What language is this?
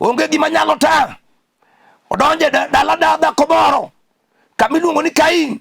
Luo (Kenya and Tanzania)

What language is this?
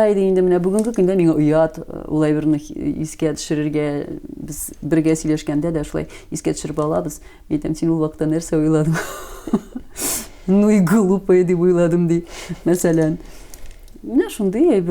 Tatar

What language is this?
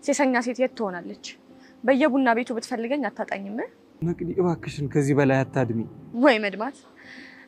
Amharic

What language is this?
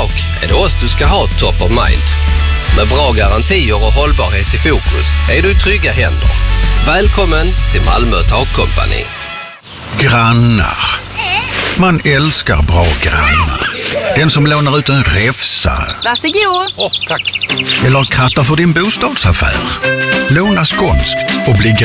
Swedish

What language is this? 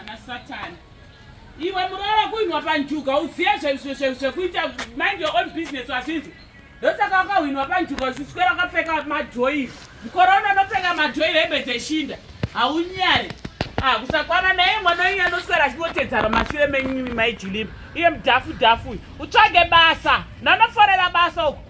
Shona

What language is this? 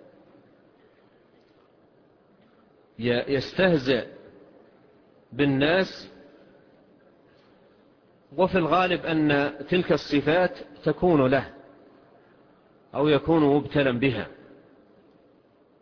Arabic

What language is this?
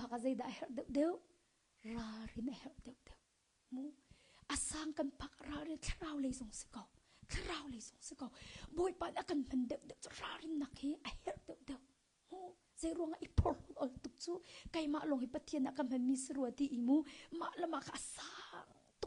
Hakha Chin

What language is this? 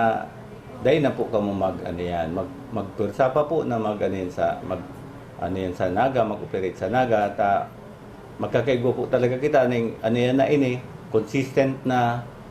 Bikol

